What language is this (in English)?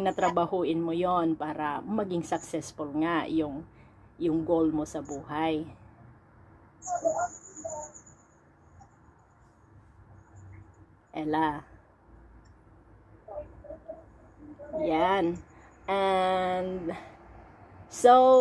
Filipino